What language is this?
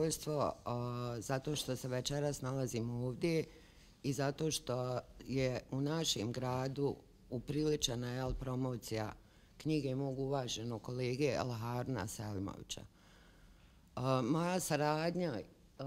Bosnian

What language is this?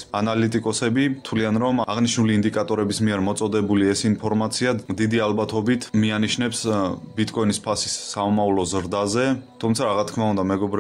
Georgian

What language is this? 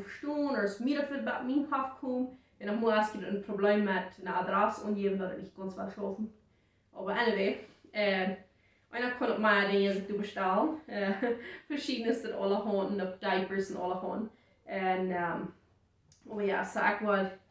Plautdietsch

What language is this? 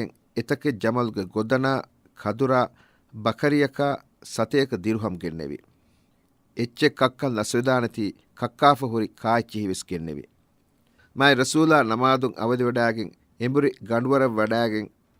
Divehi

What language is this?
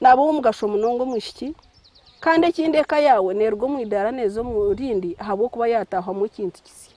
Nyankole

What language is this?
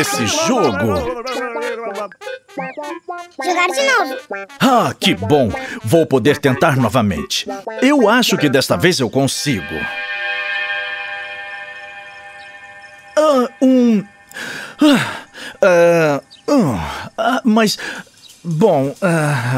Portuguese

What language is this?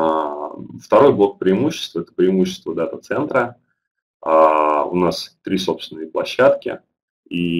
Russian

